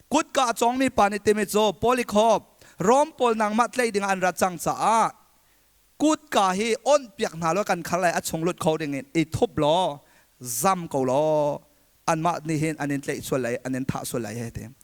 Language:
Hakha Chin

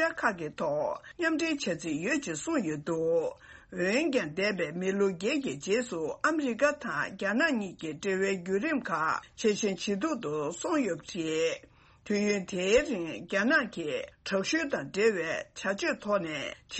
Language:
Tibetan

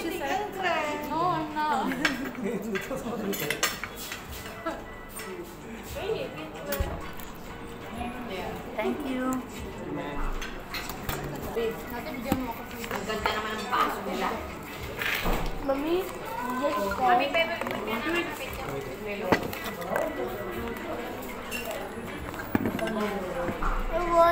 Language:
Filipino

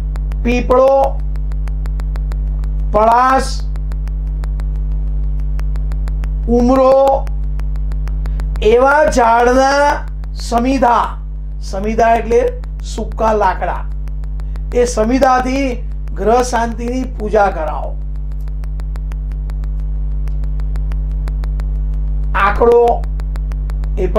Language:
Gujarati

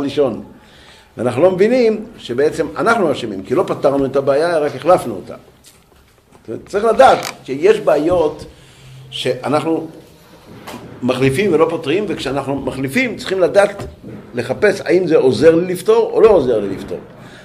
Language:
Hebrew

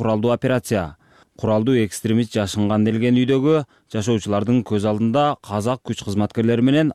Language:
Kyrgyz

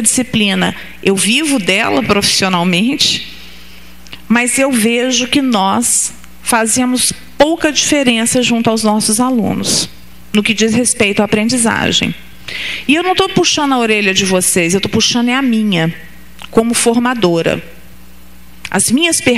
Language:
Portuguese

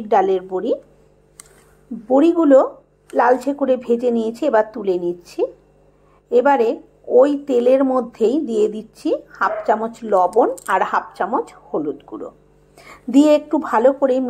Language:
Bangla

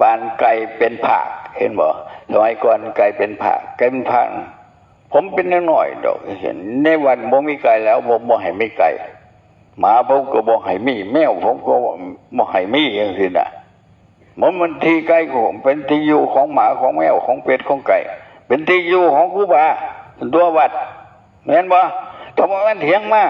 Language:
Northeastern Thai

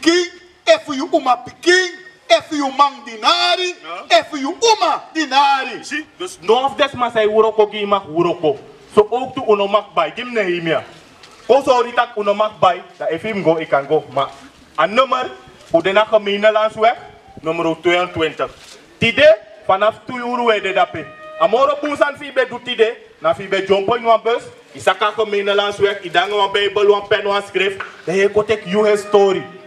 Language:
Sranan Tongo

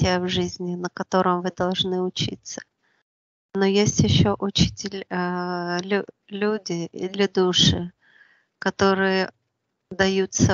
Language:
Russian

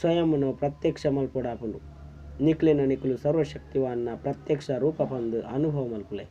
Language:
Tulu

